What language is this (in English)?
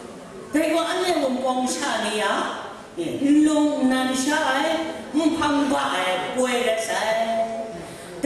Kachin